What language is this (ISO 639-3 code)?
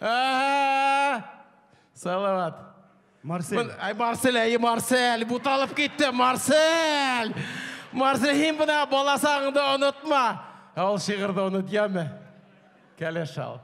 bak